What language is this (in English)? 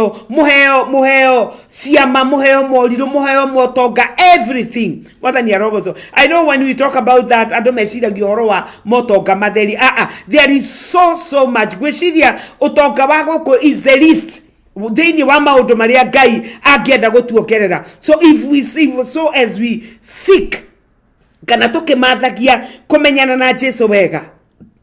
Kikuyu